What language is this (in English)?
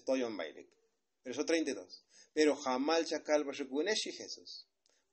Tzotzil